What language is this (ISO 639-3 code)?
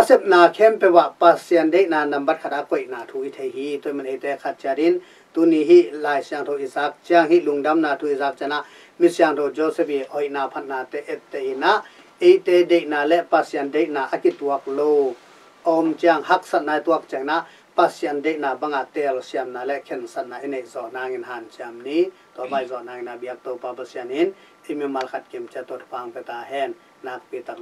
ctd